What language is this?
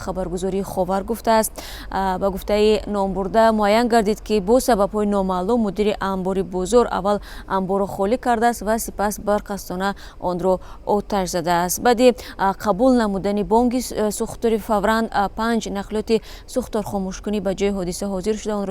Tajik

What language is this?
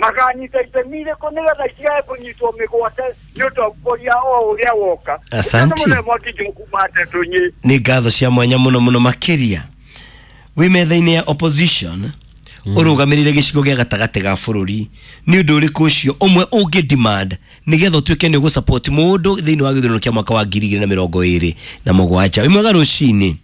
Kikuyu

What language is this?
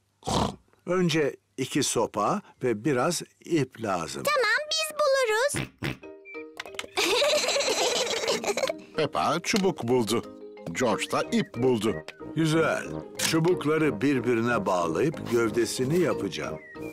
Turkish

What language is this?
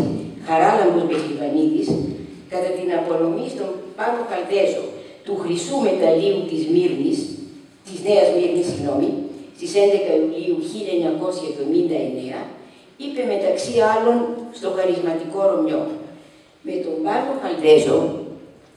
Greek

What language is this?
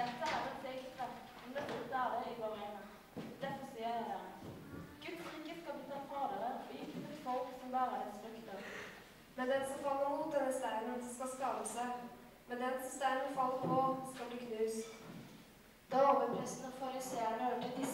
Norwegian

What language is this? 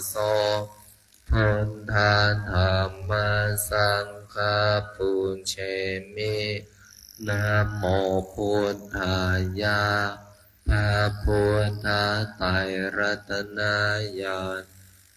Pali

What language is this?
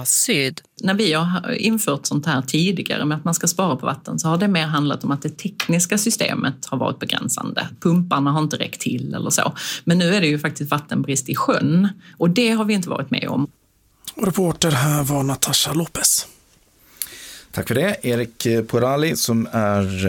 Swedish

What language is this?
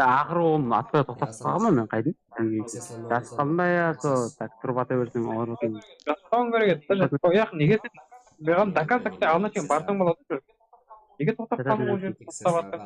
Kara-Kalpak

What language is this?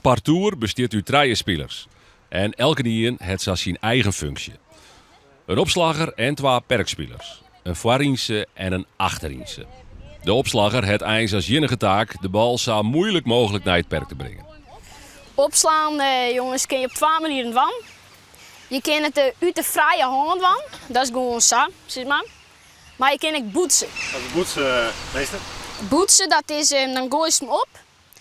Western Frisian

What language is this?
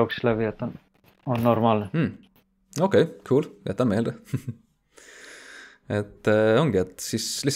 Estonian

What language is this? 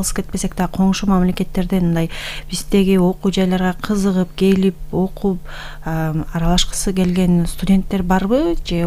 Kyrgyz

